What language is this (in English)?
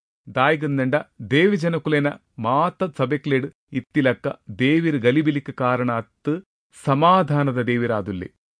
Tulu